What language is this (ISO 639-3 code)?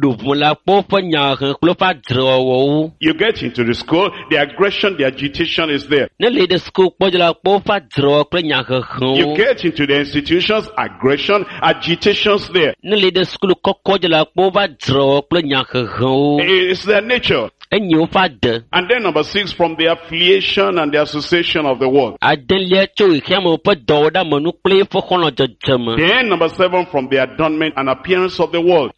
ewe